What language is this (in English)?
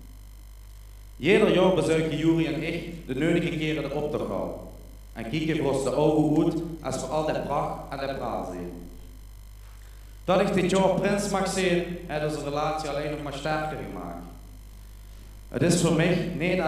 Dutch